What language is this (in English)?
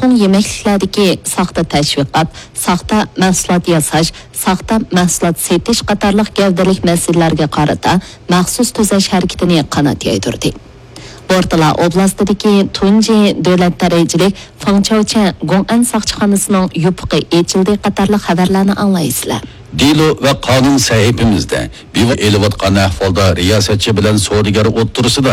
Uyghur